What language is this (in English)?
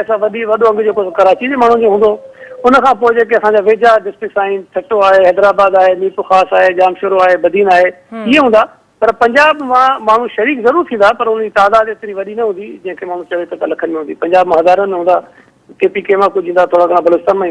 Sindhi